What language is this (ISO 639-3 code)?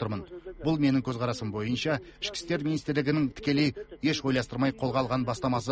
kaz